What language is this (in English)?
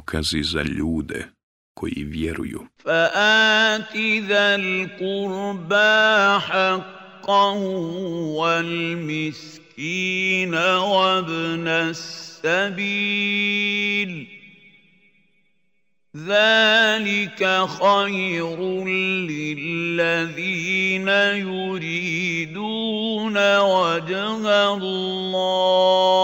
Bosnian